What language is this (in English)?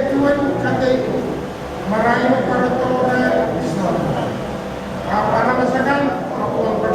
Pohnpeian